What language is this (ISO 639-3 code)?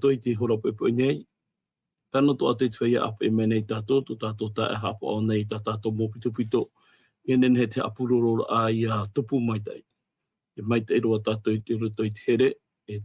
tah